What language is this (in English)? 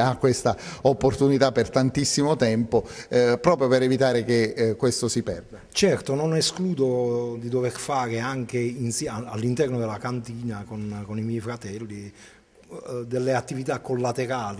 Italian